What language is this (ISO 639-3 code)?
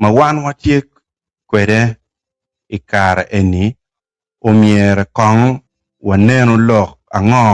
ach